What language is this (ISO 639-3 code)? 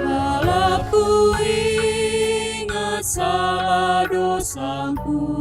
btx